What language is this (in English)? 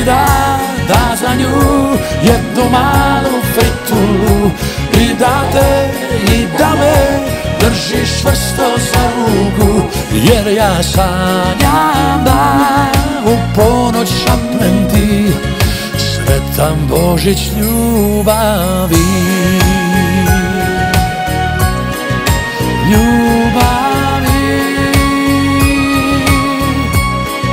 Croatian